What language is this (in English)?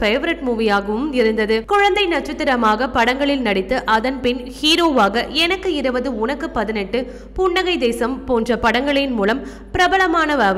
Tamil